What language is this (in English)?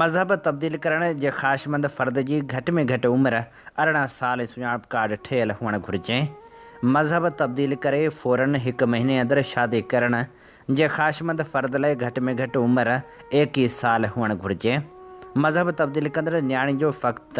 Sindhi